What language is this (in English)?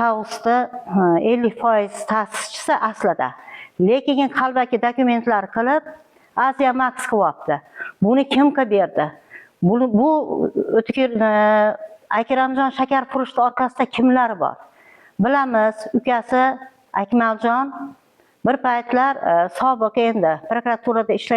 Uzbek